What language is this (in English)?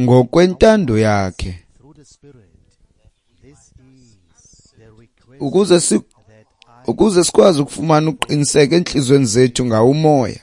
Xhosa